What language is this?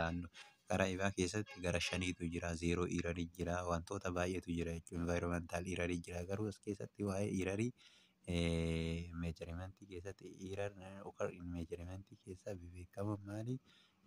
Oromo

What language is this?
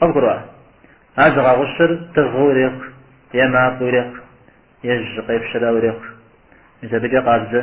Kabardian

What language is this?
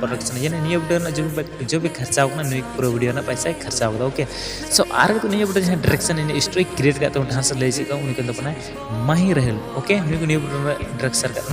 Santali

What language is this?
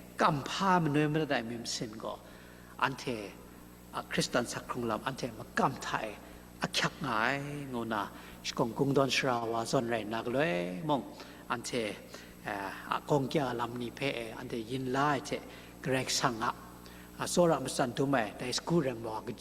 Kachin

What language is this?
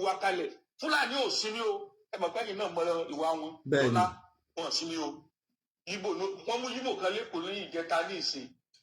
Yoruba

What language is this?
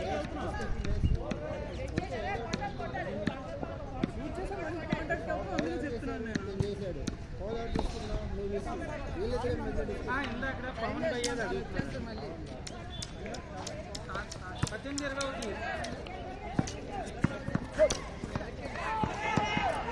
Telugu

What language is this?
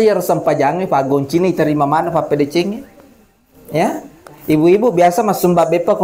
Buginese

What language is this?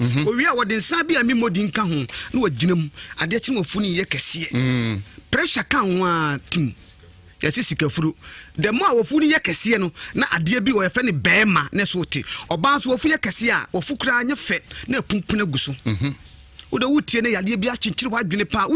Akan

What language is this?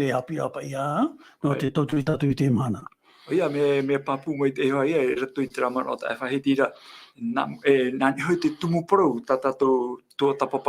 Tahitian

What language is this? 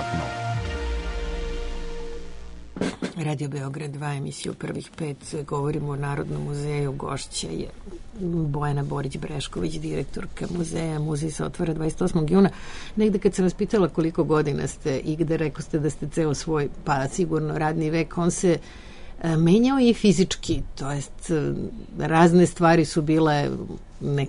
Serbian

